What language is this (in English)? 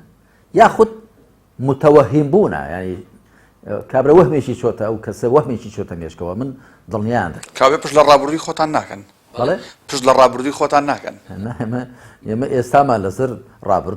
Central Kurdish